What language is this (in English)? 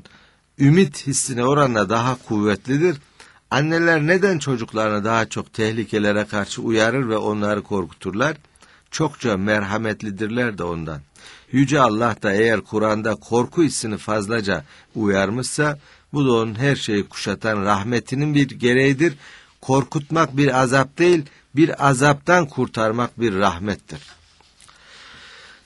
Turkish